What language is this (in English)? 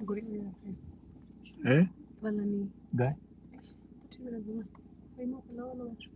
Venda